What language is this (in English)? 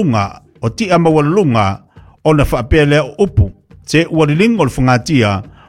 Samoan